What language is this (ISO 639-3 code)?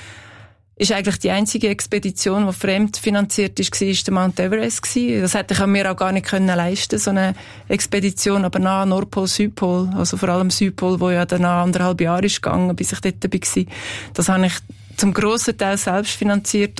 deu